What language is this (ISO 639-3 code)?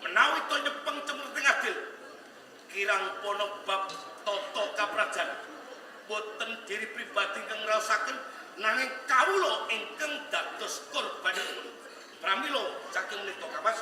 jav